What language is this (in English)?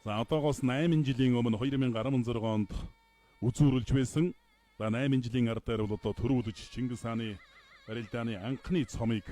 Mongolian